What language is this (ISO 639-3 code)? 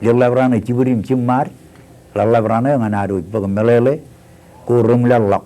mah